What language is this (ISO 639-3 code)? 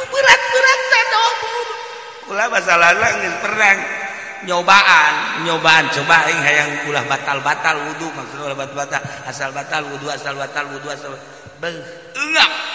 sun